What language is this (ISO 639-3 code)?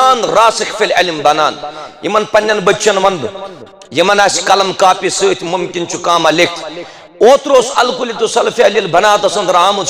kas